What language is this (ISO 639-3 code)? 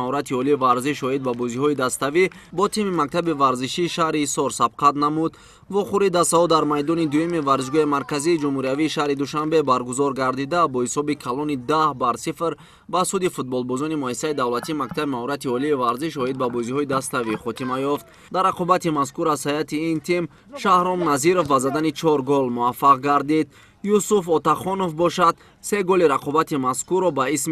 tgk